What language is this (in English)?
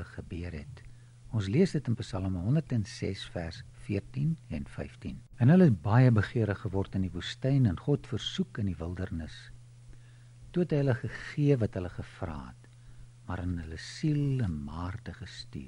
Afrikaans